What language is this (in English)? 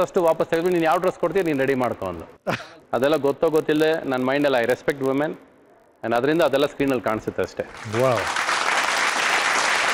Kannada